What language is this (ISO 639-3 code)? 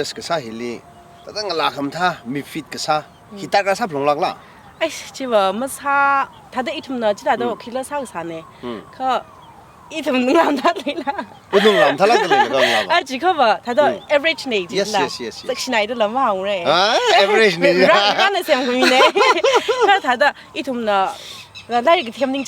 nmf